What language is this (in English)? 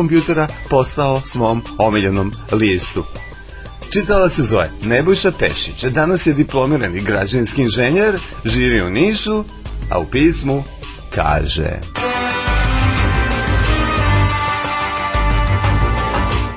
Serbian